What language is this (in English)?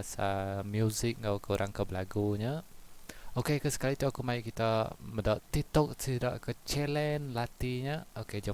Iban